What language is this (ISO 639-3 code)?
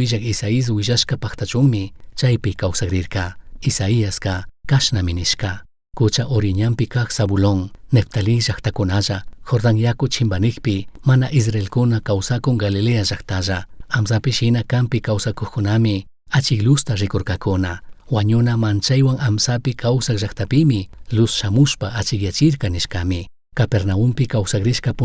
qug